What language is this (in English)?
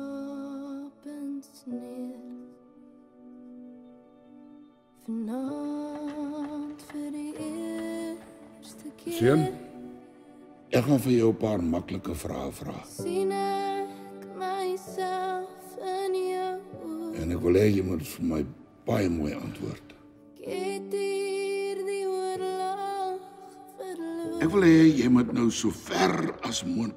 Afrikaans